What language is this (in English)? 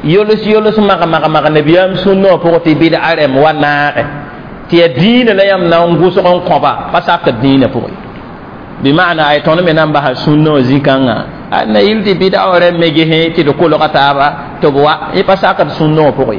Mossi